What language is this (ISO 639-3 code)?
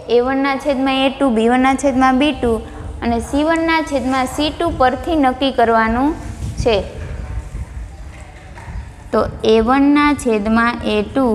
guj